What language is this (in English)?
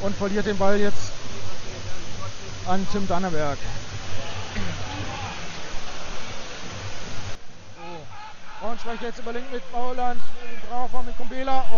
German